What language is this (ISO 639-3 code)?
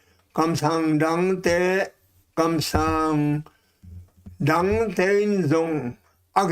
ctd